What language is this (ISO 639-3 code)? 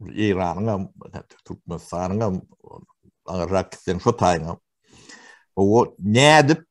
tuk